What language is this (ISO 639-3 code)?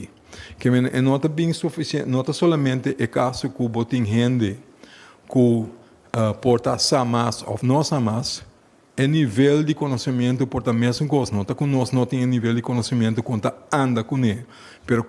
pap